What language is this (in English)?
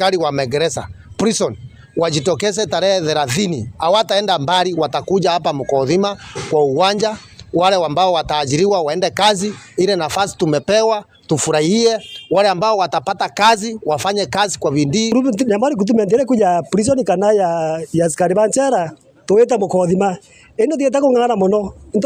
Meru